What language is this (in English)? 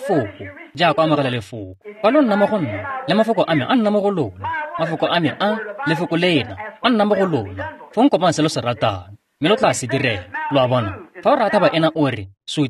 Tswana